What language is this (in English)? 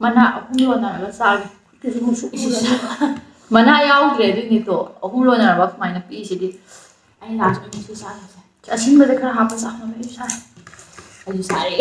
Manipuri